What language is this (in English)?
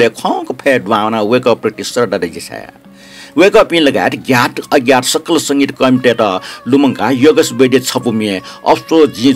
Newari